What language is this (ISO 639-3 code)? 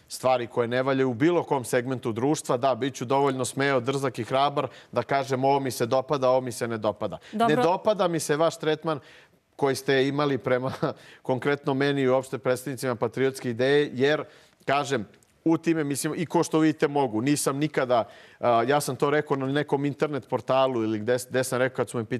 srp